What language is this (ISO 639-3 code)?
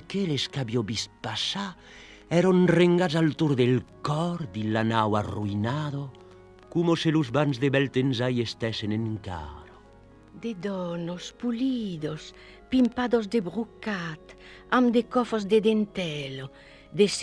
oci